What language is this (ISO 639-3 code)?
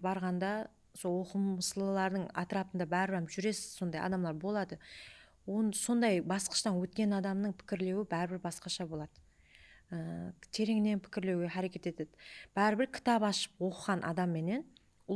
kaa